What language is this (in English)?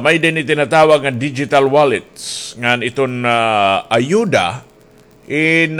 Waray